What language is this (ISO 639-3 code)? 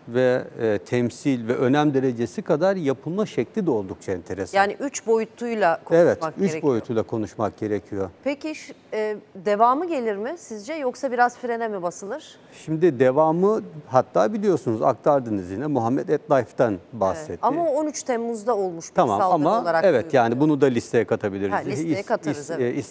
tur